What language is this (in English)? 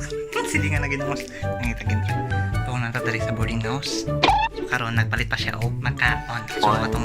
Cebuano